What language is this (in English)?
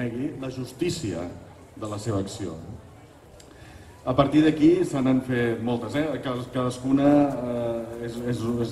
Catalan